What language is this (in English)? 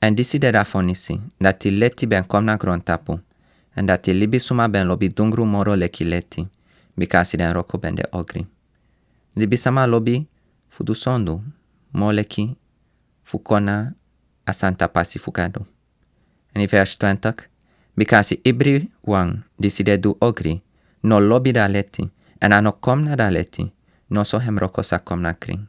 Sranan Tongo